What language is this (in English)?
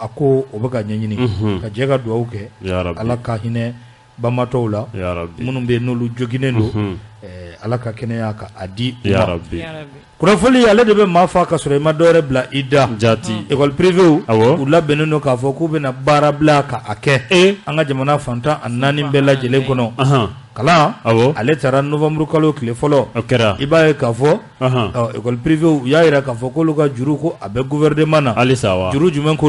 Bambara